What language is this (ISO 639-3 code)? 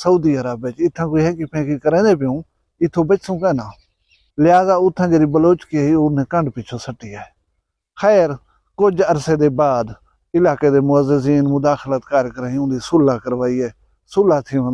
skr